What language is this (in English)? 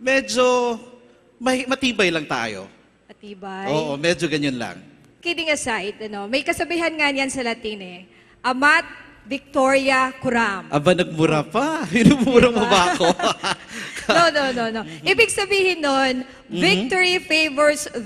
Filipino